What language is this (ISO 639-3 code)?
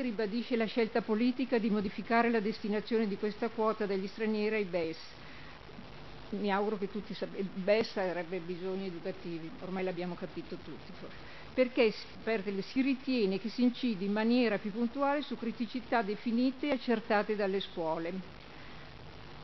ita